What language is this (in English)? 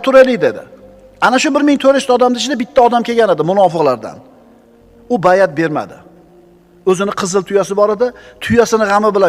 Uzbek